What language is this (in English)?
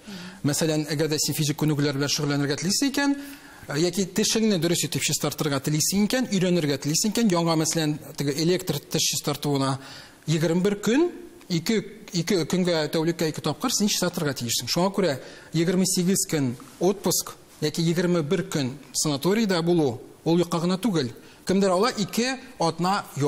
Tatar